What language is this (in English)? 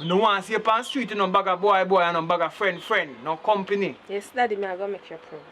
Jamaican Creole English